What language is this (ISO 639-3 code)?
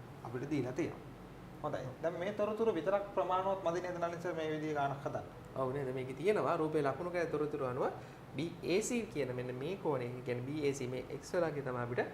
sin